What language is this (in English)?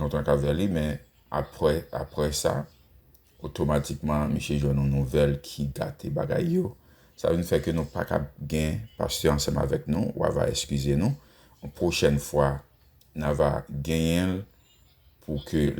Haitian Creole